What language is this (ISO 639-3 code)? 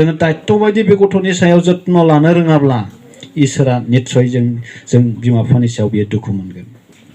brx